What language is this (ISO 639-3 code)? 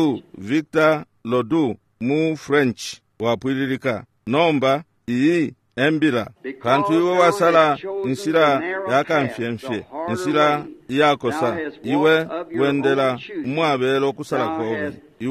bem